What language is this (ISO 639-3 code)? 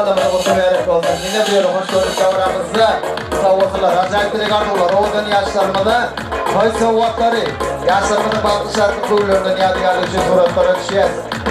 tuk